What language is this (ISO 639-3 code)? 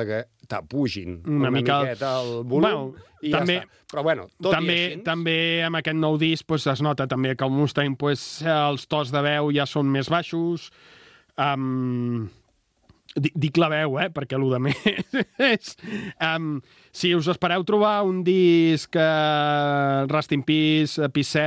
cat